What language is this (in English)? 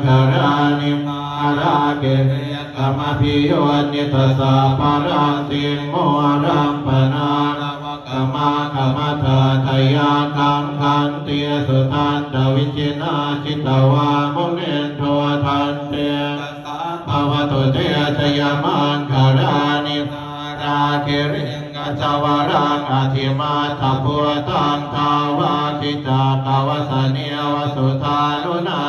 Pali